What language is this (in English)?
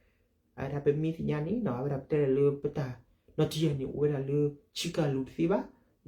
S'gaw Karen